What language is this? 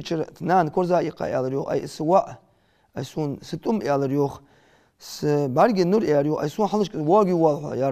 Ingush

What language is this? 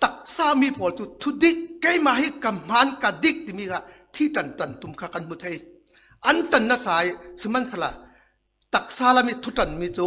Falam Chin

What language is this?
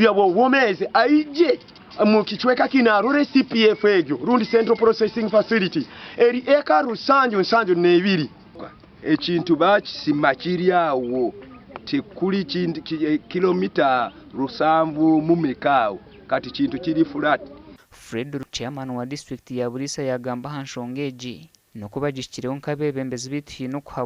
Nyankole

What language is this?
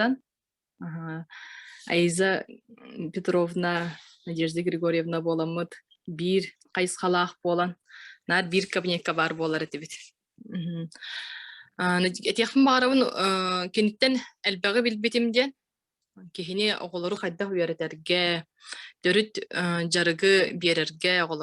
Yakut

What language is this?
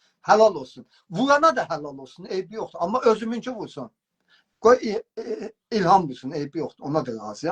South Azerbaijani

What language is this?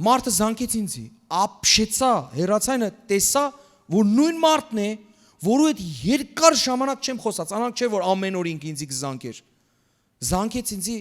Western Armenian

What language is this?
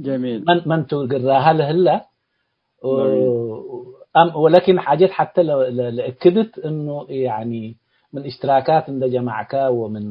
Tigre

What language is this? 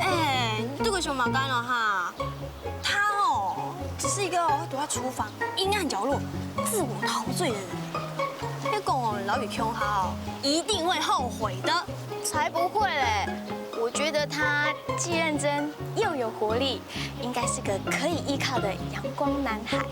Hakka Chinese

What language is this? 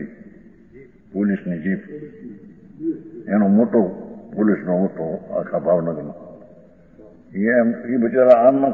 Gujarati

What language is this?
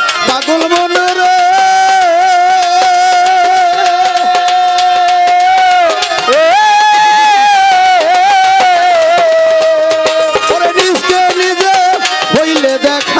Bangla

